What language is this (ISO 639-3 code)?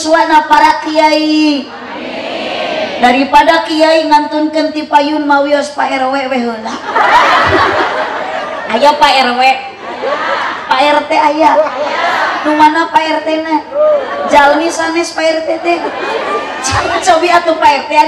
sun